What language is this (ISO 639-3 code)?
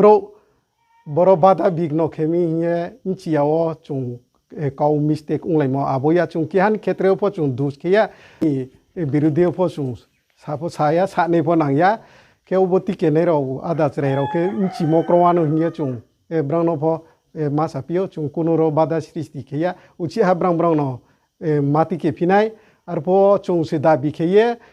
ria